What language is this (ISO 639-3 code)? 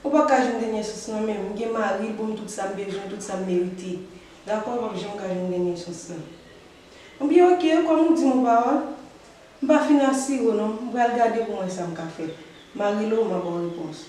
hat